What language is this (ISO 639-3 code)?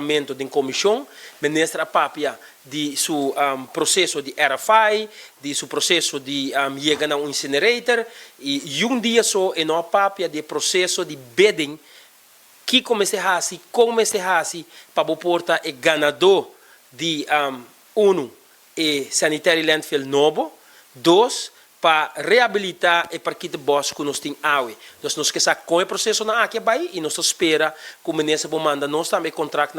pap